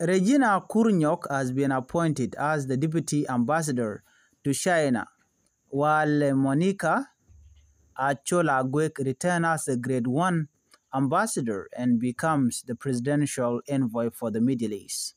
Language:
Nuer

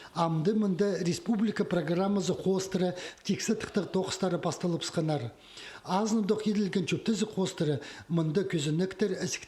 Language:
Khakas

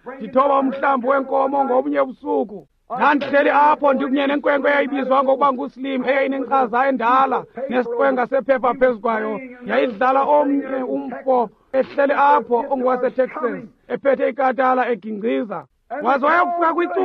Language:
Xhosa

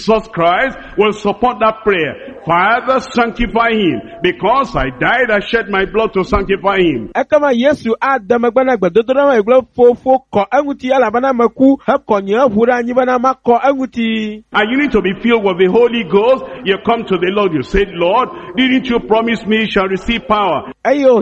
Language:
Ewe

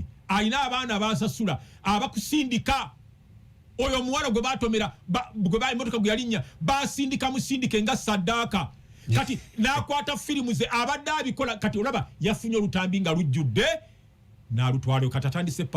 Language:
Ganda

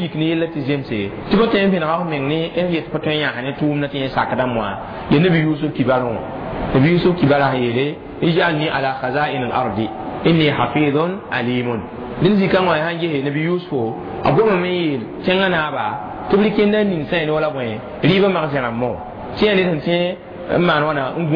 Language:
Mossi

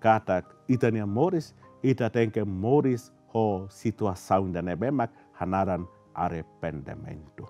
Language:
Tetum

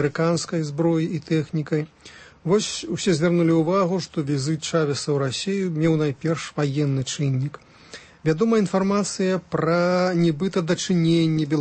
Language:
Belarusian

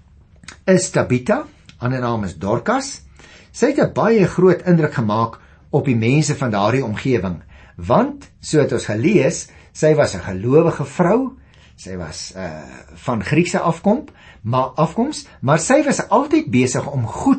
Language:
Afrikaans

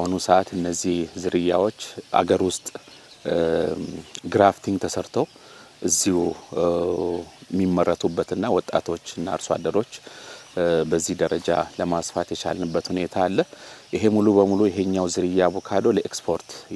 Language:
Amharic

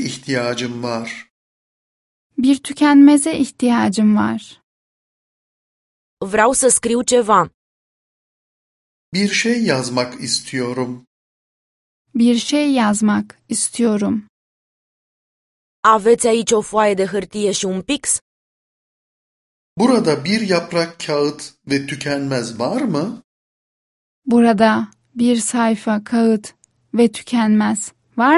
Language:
Turkish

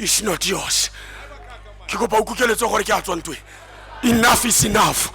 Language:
Tswana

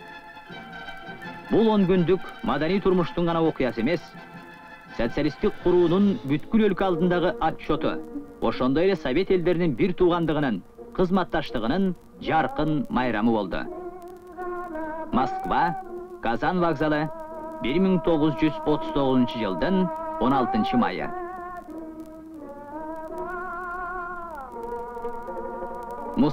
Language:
Kyrgyz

